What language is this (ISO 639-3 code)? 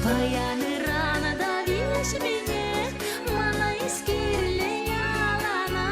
chv